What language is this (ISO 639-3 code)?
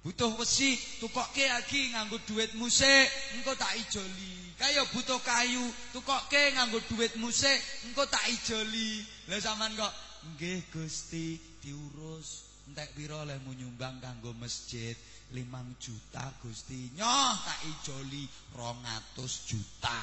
jav